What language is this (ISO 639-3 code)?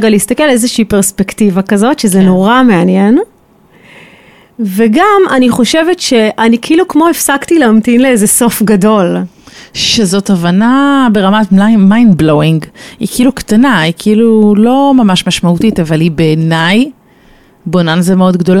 heb